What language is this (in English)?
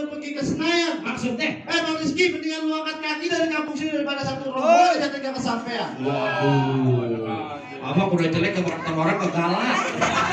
Betawi